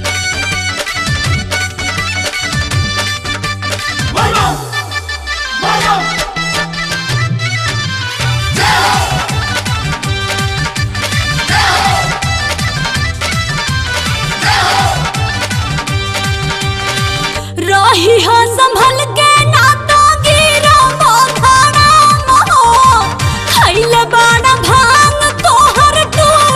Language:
Bhojpuri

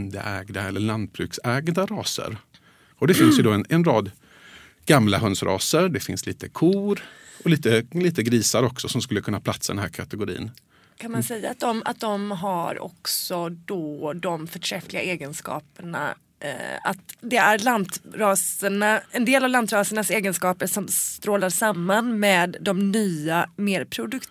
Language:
Swedish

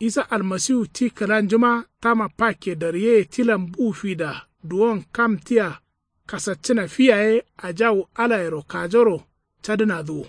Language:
Kanuri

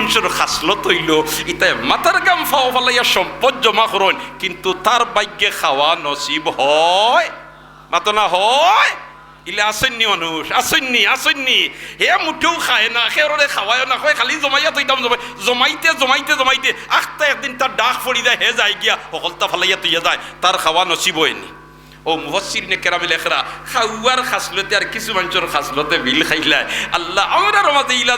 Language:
Sylheti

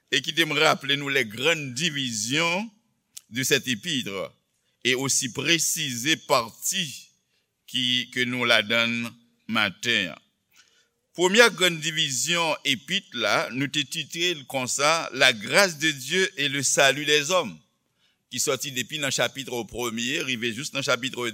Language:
Haitian Creole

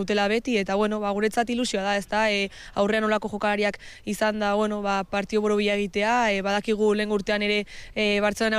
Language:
Basque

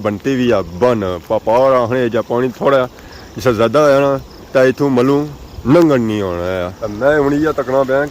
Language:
Pahari-Potwari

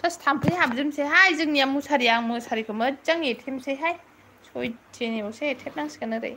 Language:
Bodo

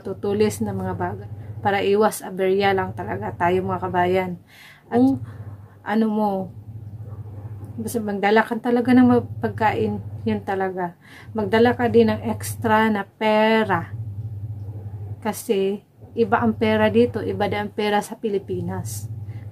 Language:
Filipino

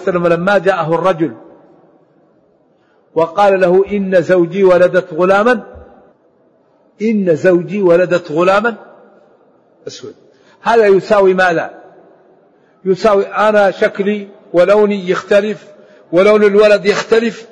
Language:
Arabic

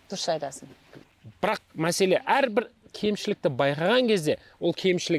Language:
Kazakh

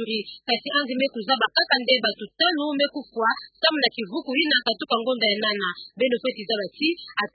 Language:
Kituba (Democratic Republic of Congo)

